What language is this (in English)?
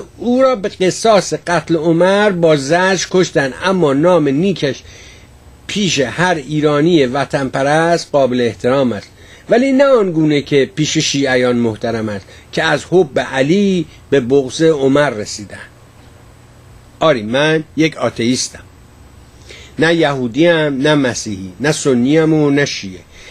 Persian